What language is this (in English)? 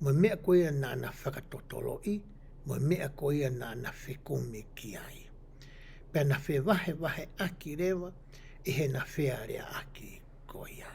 Tongan